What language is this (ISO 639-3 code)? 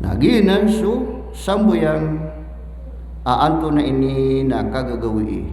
mrw